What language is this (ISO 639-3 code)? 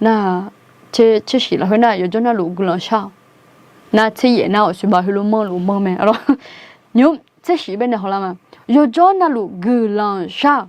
ahk